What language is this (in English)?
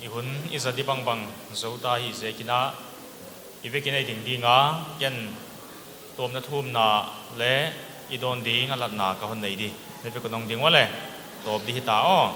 Paite Chin